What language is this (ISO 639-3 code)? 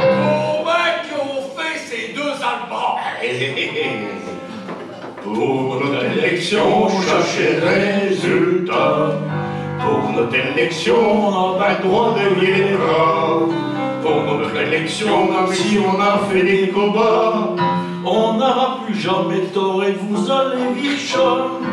pcd